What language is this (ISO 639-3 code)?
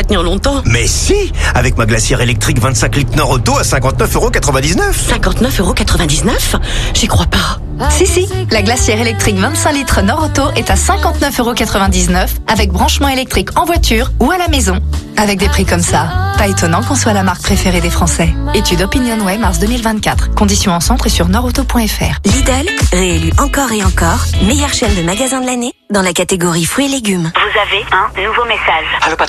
fra